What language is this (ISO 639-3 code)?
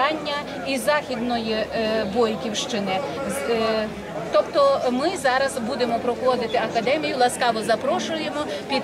ukr